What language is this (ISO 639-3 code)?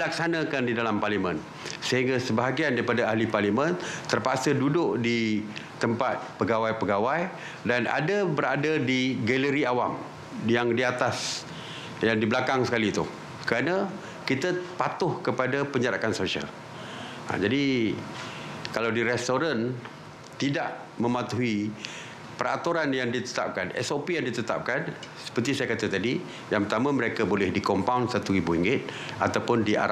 msa